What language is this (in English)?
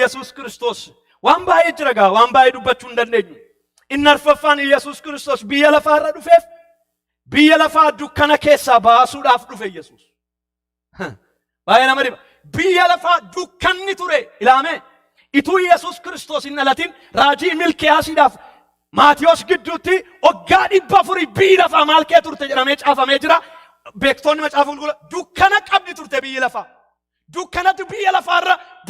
Oromo